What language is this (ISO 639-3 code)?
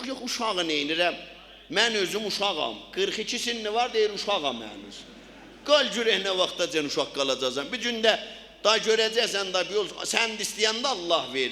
azb